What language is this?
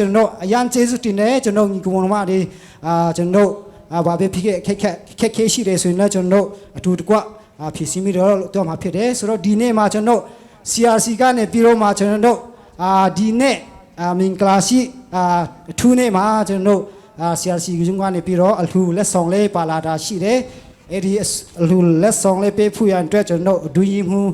Falam Chin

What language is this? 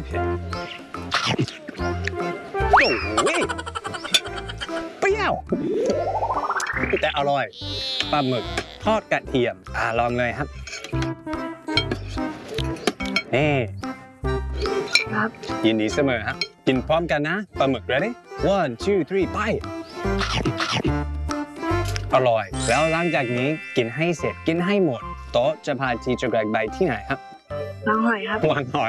Thai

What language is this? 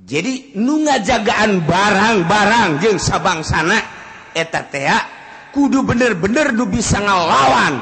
Sundanese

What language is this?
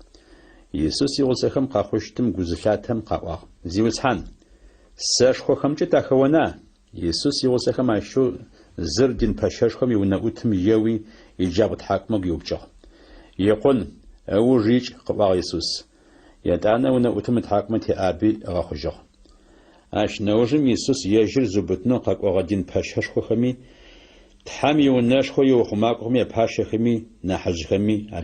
Adyghe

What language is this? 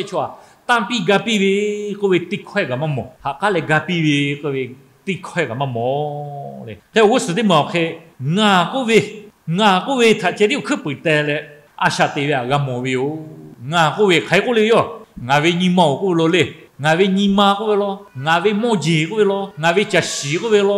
Lahu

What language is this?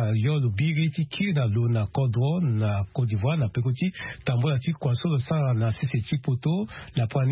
Sango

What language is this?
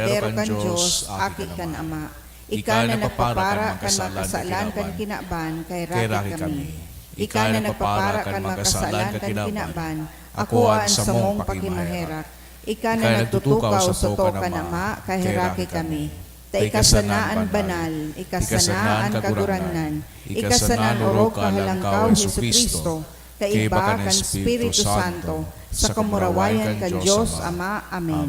Bikol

